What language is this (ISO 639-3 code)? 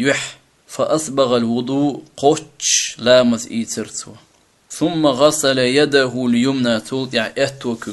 che